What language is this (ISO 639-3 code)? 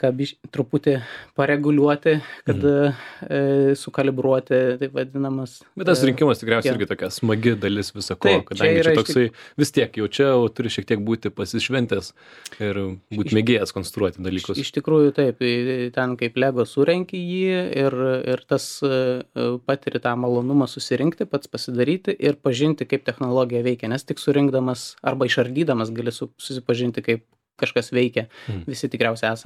lit